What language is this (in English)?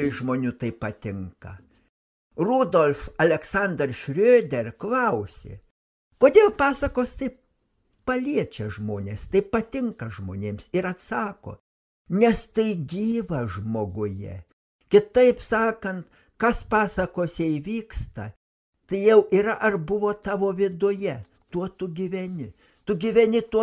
Lithuanian